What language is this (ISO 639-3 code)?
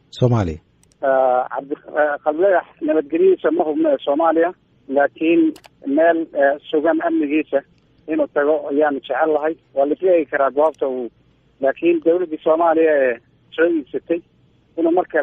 som